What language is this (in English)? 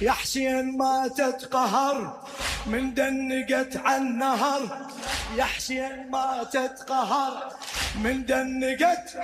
Mesopotamian Arabic